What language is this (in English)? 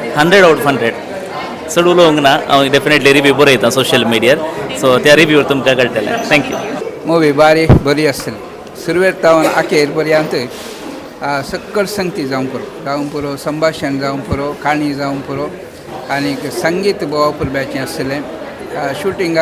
Konkani